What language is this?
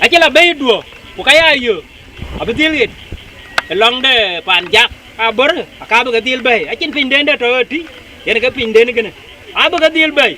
Dinka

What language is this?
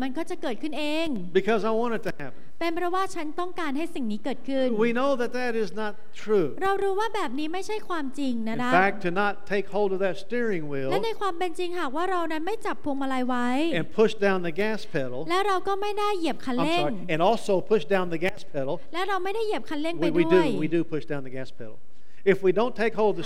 Thai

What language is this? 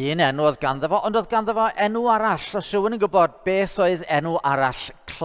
Welsh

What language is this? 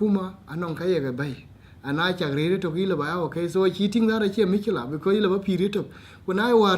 Dinka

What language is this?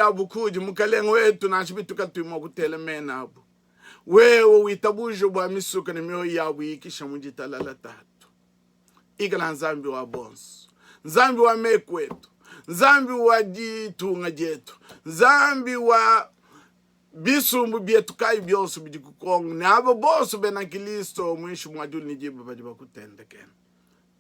Luba-Lulua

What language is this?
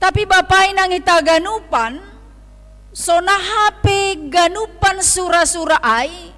Batak Simalungun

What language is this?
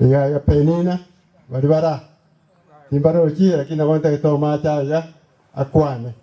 Gusii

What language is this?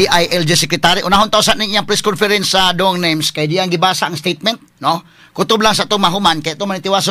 Cebuano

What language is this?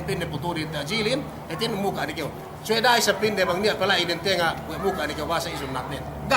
Yakan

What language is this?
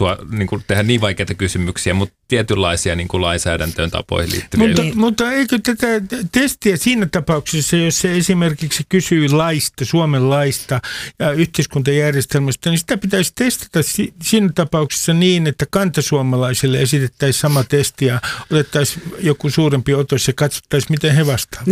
Finnish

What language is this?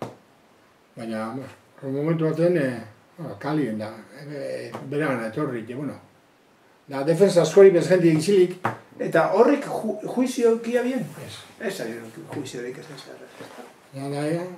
Basque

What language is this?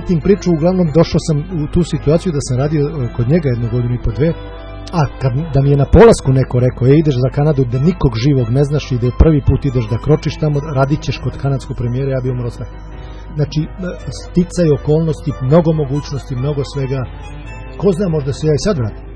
Serbian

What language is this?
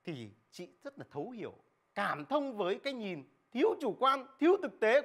Vietnamese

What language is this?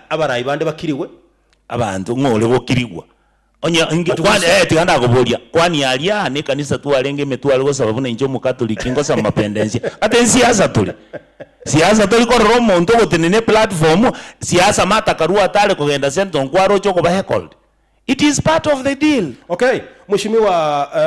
Gusii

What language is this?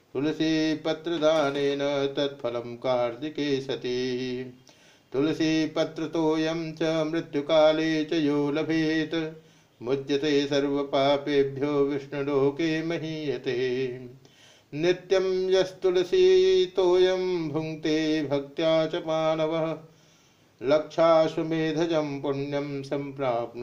Sanskrit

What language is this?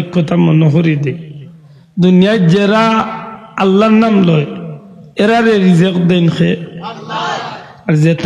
Sylheti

